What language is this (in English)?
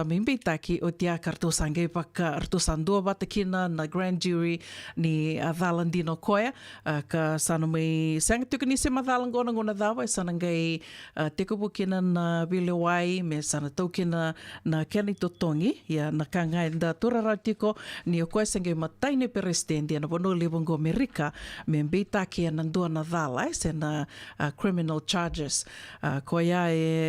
Fijian